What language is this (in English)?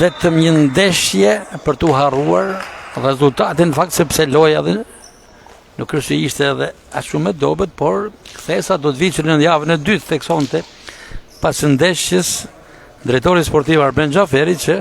Albanian